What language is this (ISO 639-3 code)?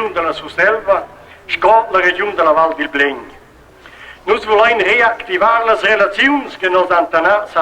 roh